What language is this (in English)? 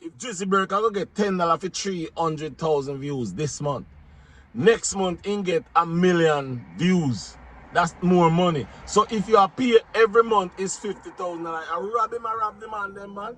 Jamaican Creole English